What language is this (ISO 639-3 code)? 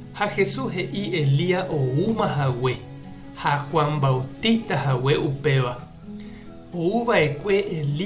grn